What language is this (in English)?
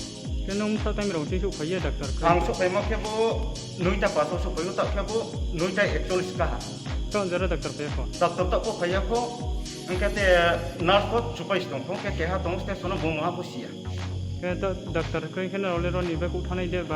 Riang (India)